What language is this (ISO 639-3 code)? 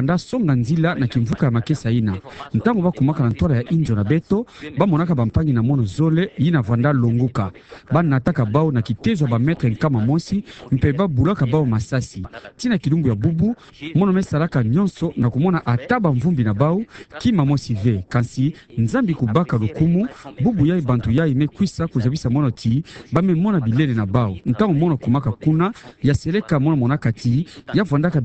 ktu